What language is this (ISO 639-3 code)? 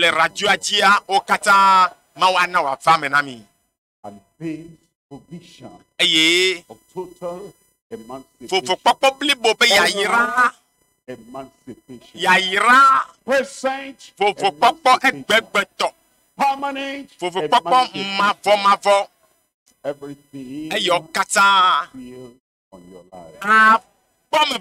ewe